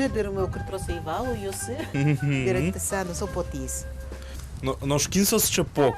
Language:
Udmurt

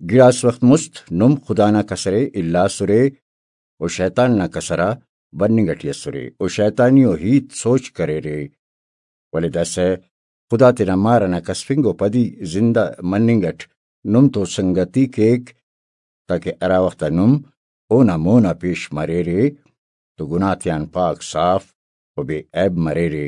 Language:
Brahui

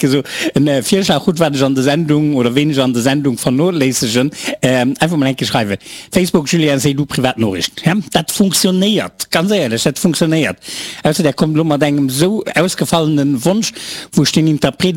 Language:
Luxembourgish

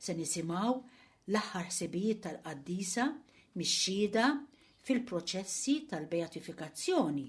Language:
Maltese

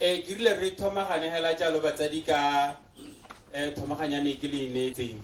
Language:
Tswana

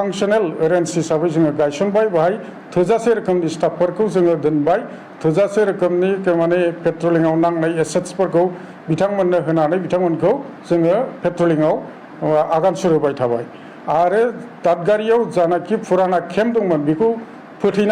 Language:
Bodo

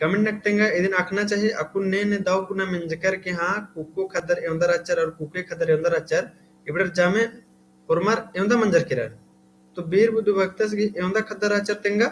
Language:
Kurukh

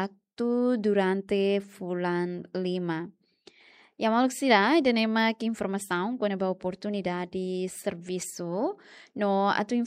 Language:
Tetum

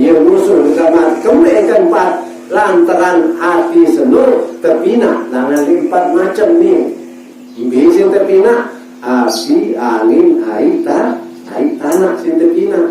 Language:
Sasak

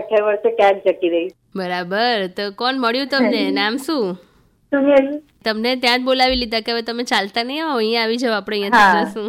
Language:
Gujarati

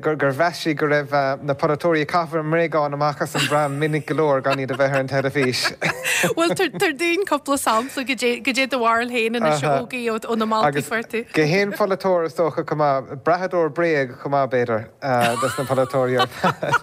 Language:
Irish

